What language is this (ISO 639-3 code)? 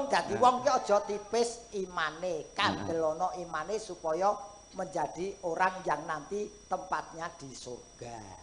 jav